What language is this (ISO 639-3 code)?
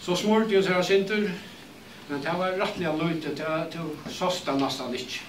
fao